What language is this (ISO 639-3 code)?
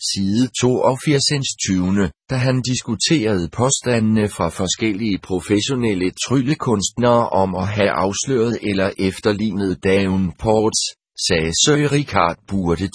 dan